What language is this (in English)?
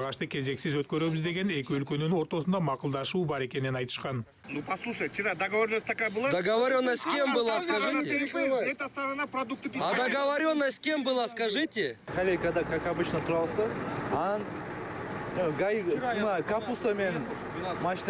Kyrgyz